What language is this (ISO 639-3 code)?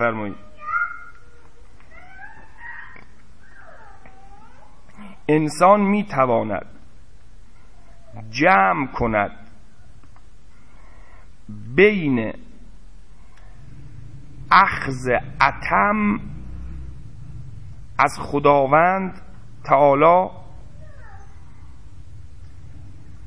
fas